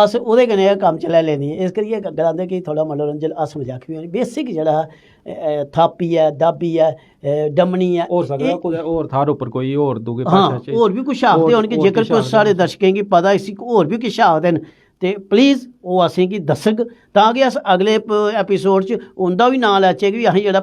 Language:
Dogri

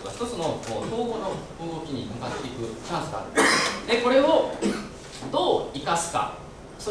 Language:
Japanese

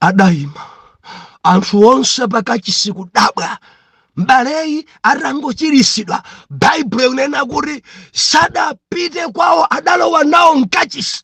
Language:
Nyanja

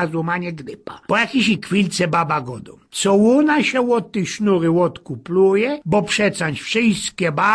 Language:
Silesian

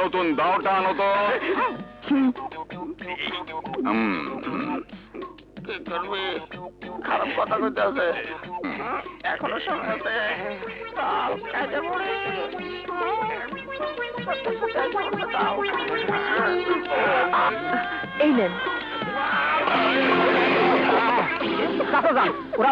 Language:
Bangla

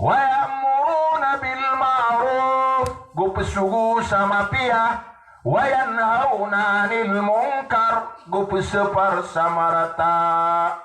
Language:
Maranao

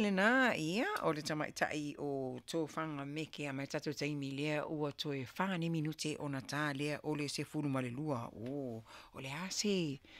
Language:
Samoan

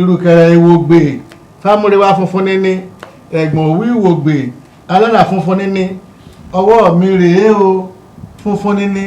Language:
Yoruba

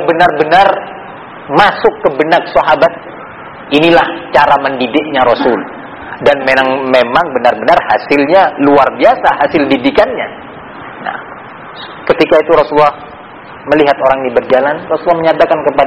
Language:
Indonesian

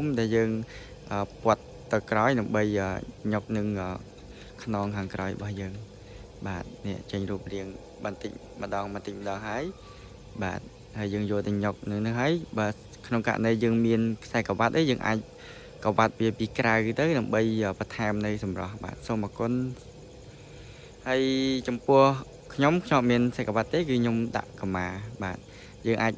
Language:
Khmer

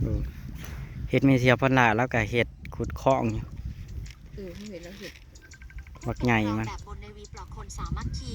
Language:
Northeastern Thai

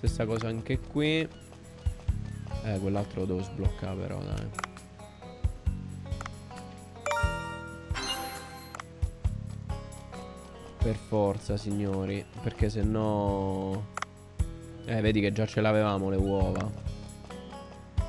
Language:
Italian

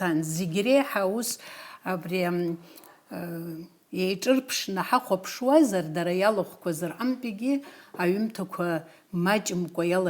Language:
Abkhazian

